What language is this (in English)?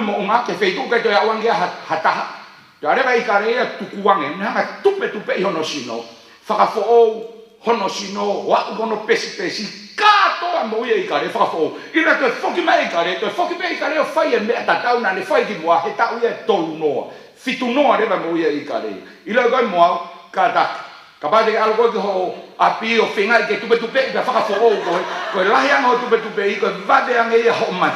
Tongan